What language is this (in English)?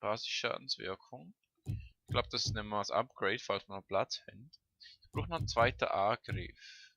Swiss German